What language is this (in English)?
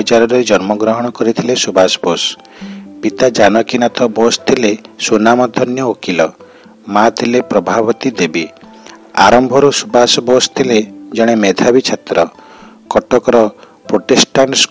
Odia